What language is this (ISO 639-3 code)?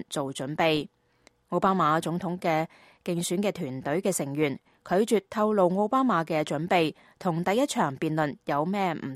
yue